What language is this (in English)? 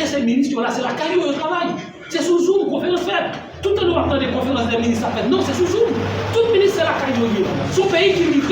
Haitian Creole